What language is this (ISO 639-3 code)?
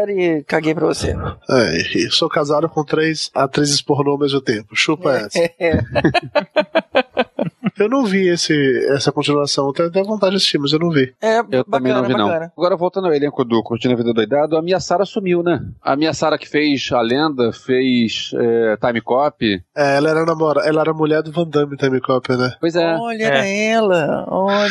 por